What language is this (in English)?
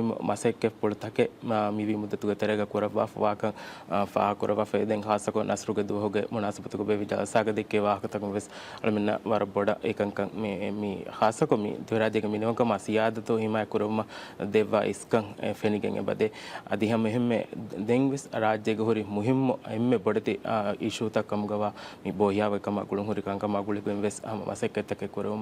Divehi